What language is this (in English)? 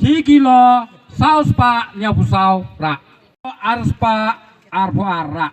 Khasi